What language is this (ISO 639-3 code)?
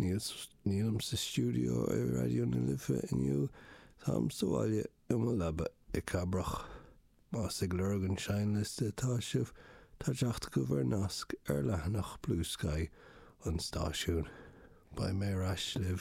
gle